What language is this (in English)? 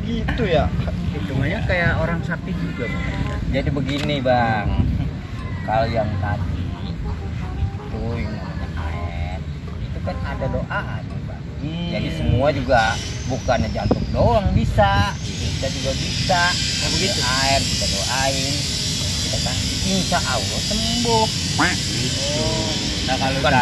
Betawi